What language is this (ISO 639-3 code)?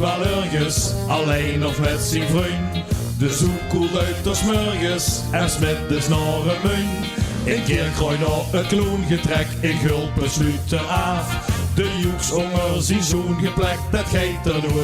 lim